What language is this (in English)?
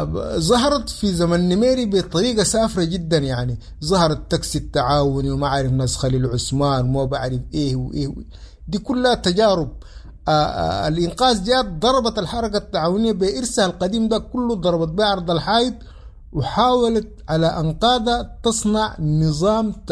Sudanese Arabic